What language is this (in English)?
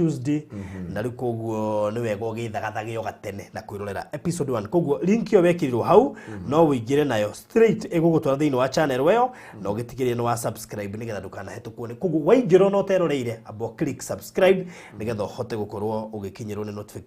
Kikuyu